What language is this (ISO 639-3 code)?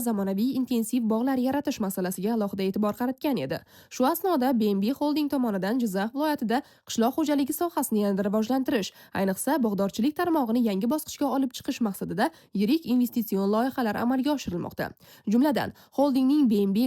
uzb